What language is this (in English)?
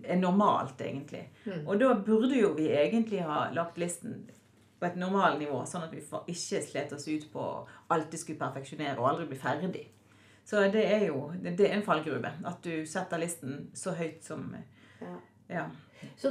Norwegian